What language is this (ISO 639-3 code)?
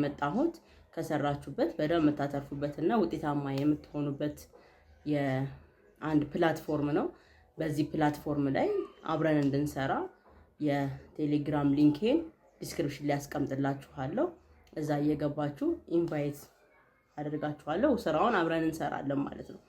amh